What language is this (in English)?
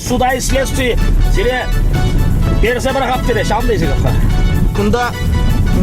Chuvash